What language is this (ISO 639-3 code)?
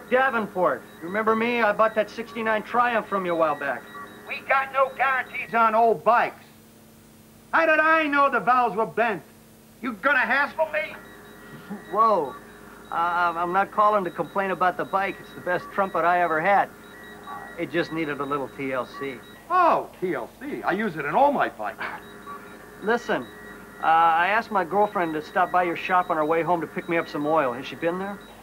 eng